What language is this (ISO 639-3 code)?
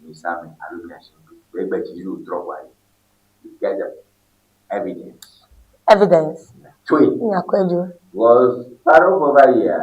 ewe